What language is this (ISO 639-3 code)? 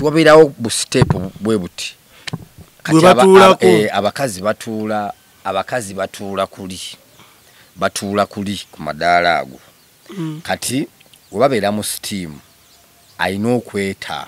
lug